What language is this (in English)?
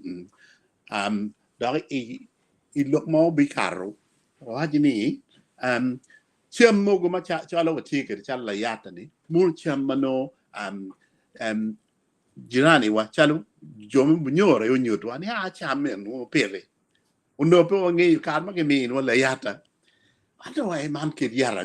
Acoli